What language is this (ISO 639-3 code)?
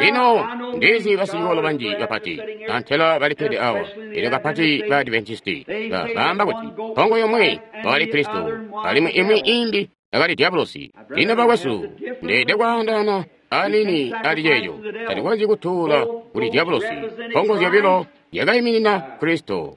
toi